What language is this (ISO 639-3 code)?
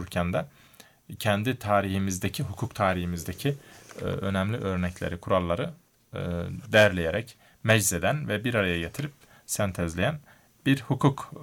tur